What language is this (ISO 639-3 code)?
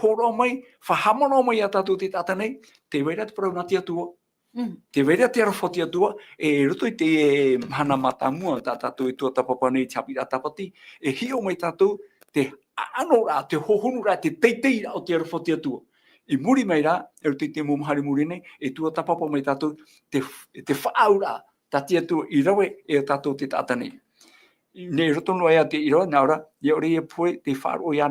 tah